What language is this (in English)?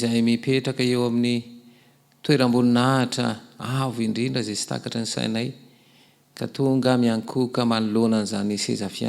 Malagasy